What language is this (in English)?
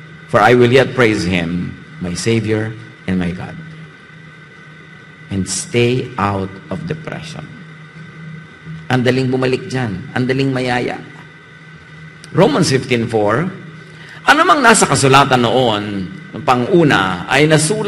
Filipino